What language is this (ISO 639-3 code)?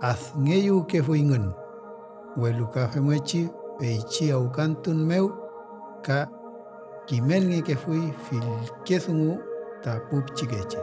arn